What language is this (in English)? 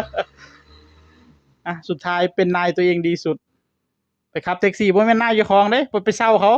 Northeastern Thai